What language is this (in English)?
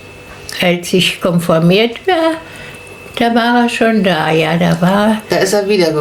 German